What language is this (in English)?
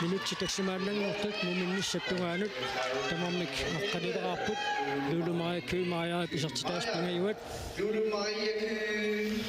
Kalaallisut